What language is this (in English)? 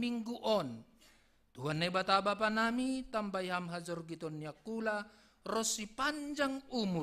Batak Simalungun